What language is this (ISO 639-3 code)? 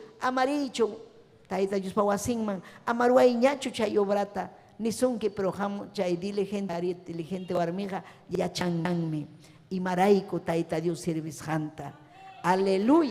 quy